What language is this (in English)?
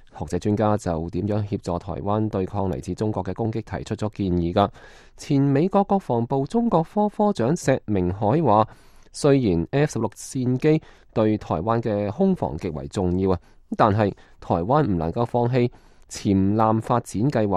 Cantonese